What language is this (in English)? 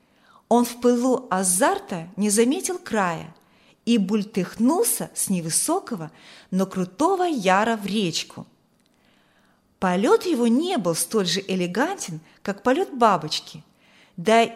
Russian